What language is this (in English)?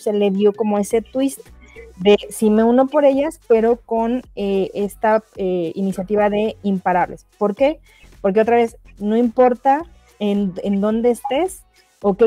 Spanish